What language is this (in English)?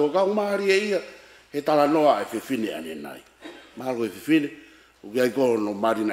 Tongan